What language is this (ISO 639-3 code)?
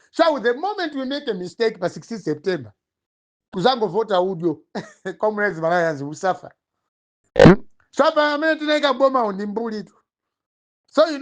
nya